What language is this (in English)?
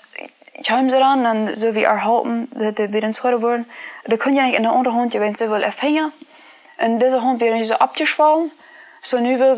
Plautdietsch